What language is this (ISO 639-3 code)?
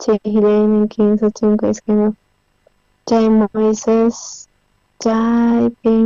quh